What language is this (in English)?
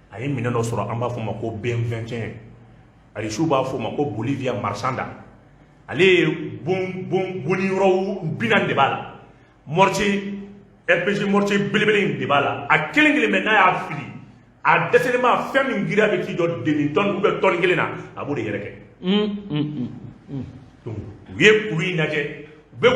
Bambara